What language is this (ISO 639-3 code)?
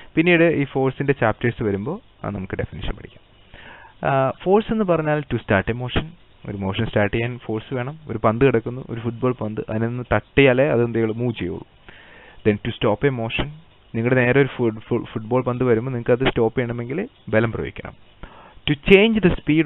mal